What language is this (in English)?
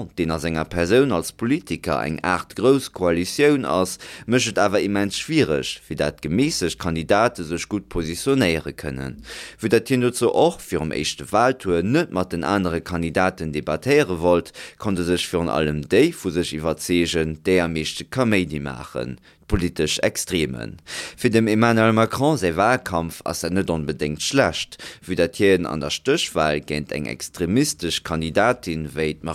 Luxembourgish